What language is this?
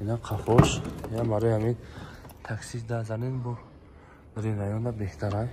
Tajik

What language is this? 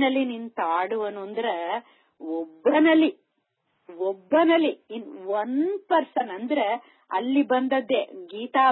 Kannada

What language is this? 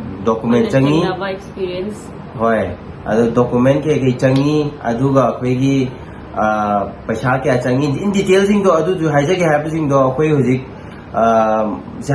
Manipuri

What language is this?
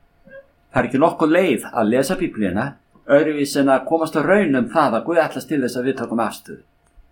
Icelandic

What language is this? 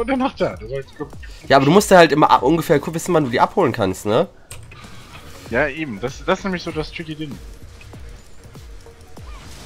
German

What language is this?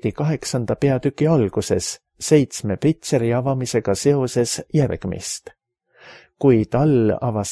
Estonian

